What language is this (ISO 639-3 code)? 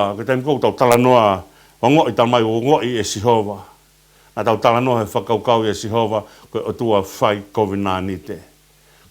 ton